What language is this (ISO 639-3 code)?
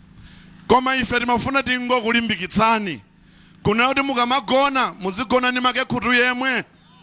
nya